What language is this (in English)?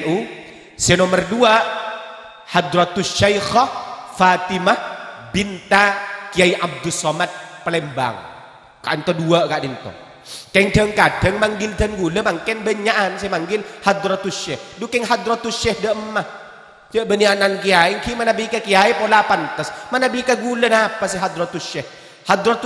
Madurese